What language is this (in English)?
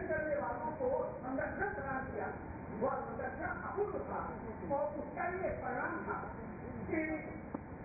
Hindi